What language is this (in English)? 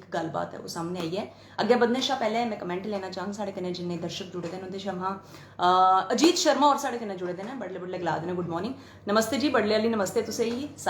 Dogri